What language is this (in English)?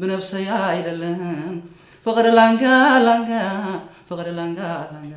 Tigrinya